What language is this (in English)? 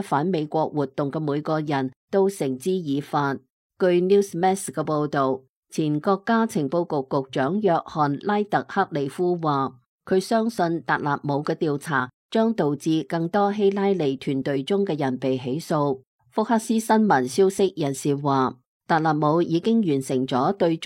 Cantonese